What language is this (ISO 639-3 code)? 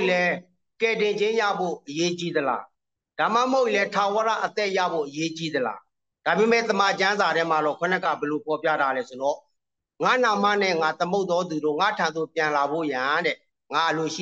mya